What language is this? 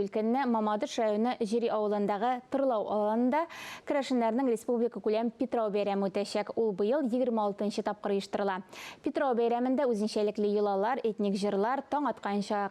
Tatar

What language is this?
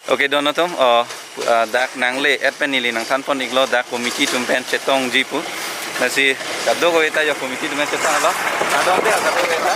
Karbi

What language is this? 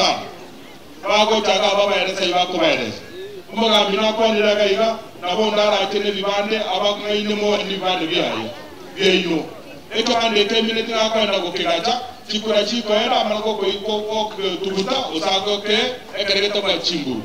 Gusii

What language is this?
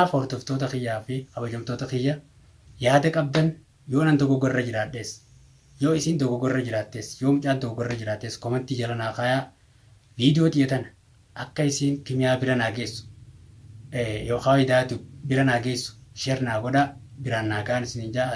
Oromo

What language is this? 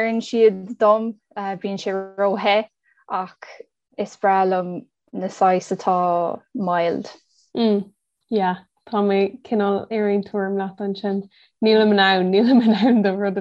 Irish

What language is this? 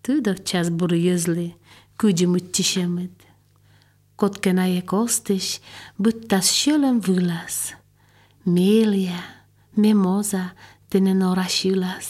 Slovenian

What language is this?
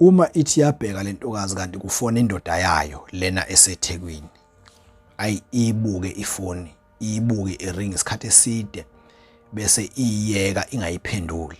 Zulu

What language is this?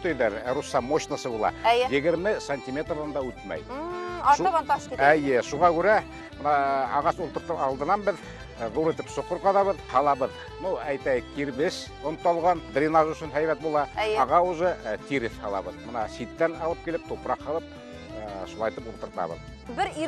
Bashkir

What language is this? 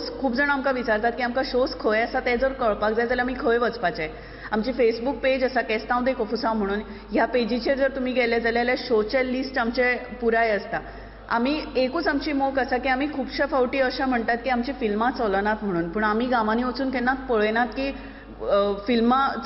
Konkani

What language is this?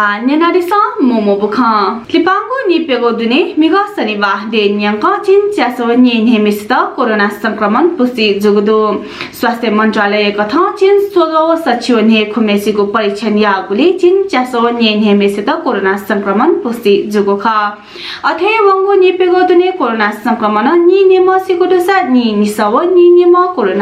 Newari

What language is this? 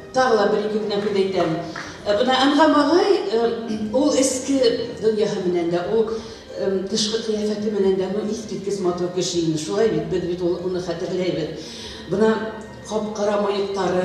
Bashkir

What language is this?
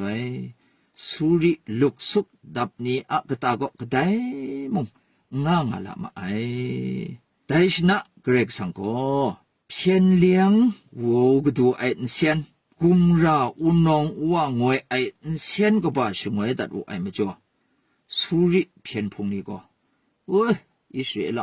Kachin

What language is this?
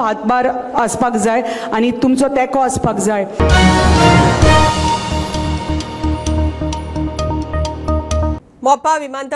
Konkani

